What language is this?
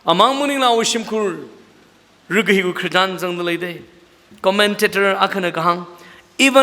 Tangkhul Naga (India)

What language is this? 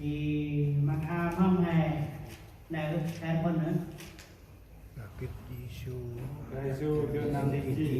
Central Mnong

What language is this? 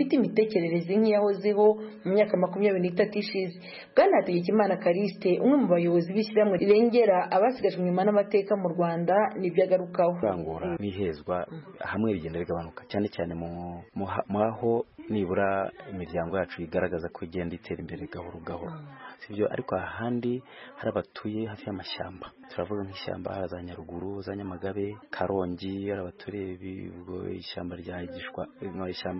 Kinyarwanda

